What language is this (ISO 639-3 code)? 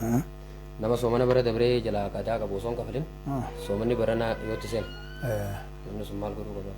orm